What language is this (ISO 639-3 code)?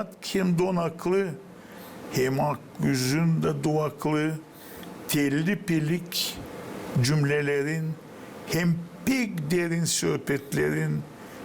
gag